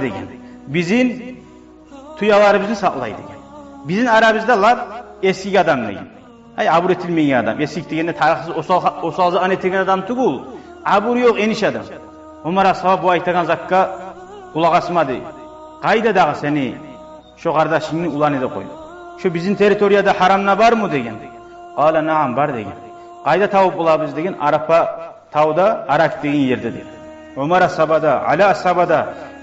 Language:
Kumyk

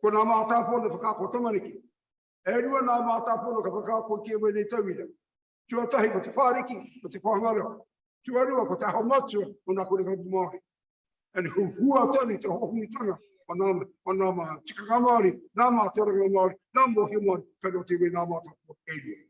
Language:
Māori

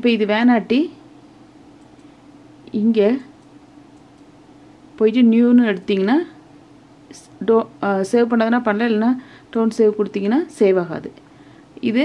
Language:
Tamil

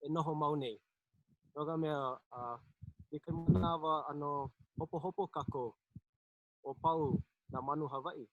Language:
Hawaiian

